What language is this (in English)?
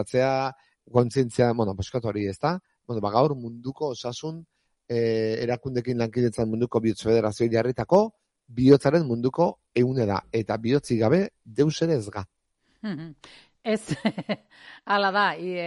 Basque